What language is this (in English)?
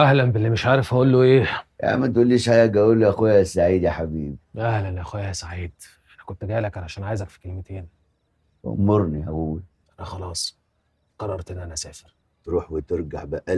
Egyptian Arabic